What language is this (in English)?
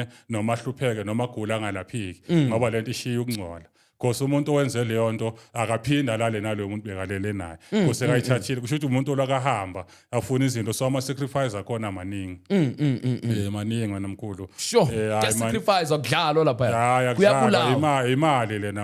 Zulu